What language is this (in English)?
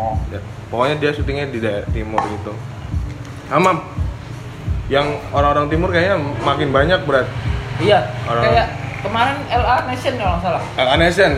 Indonesian